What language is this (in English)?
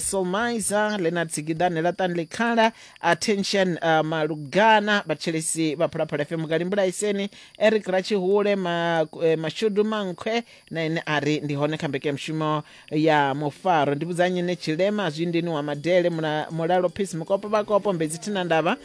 Venda